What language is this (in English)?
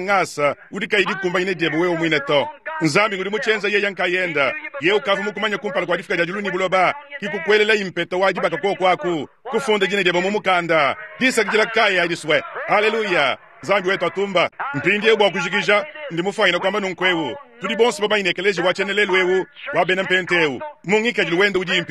Luba-Lulua